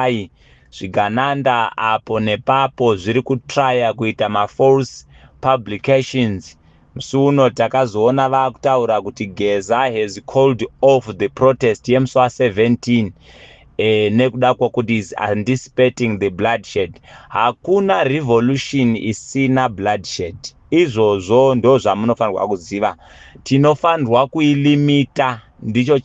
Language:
Shona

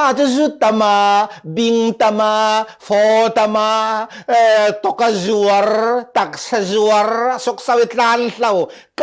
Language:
Falam Chin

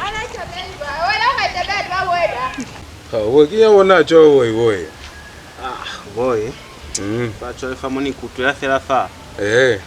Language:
Lozi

